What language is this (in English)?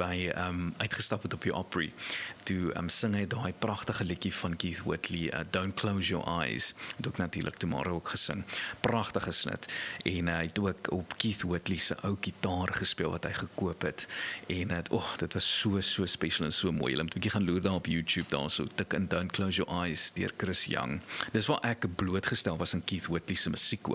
Afrikaans